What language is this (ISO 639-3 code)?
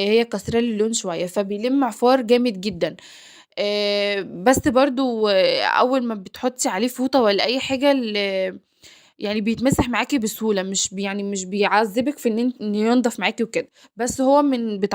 arz